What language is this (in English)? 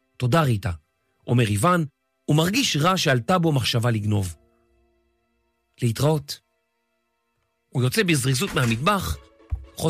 Hebrew